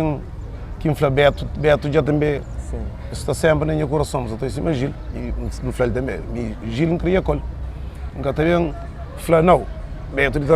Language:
Kabuverdianu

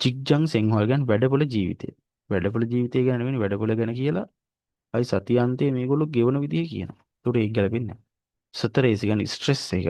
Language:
Sinhala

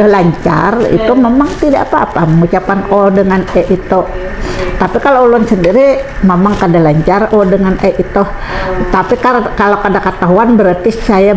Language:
Banjar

